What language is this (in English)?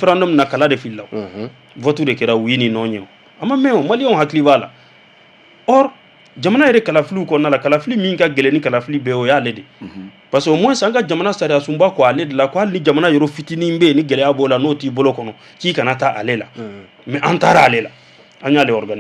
Bambara